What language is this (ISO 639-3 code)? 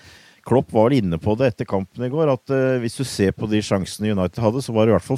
nor